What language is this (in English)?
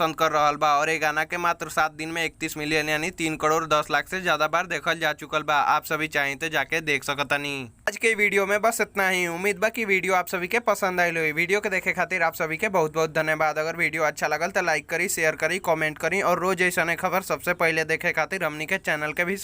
Bhojpuri